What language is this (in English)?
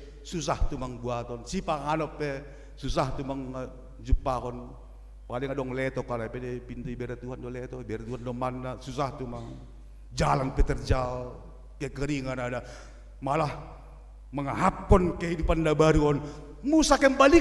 Batak Simalungun